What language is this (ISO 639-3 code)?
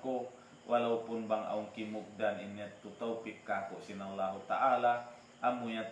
tsg